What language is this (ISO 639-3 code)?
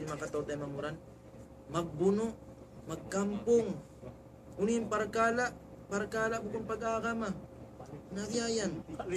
tsg